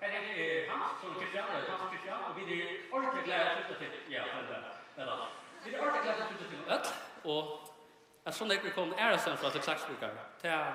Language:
Faroese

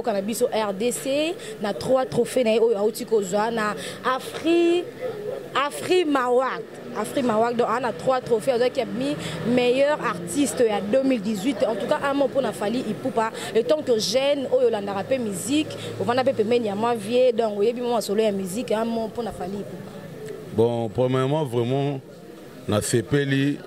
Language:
Lingala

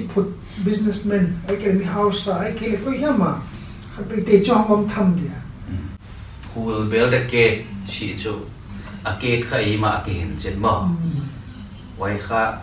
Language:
Paite Chin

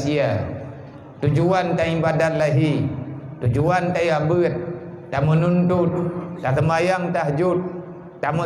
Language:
Achinese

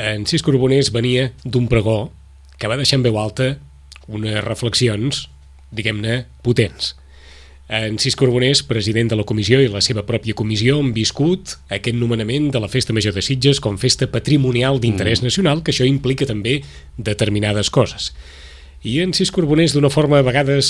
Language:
Catalan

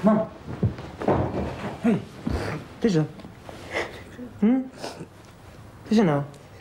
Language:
Dutch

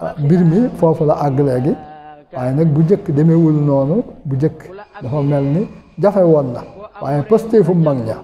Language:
Wolof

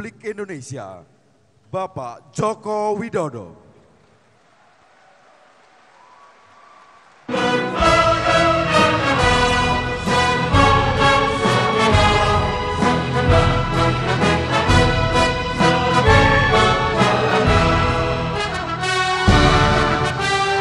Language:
Indonesian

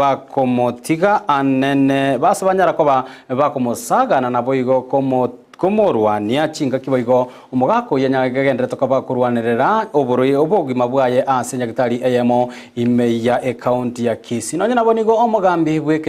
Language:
Gusii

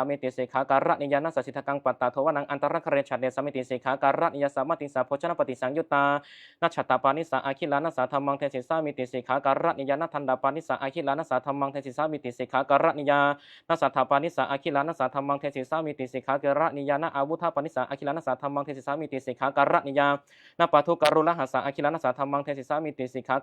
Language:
Pali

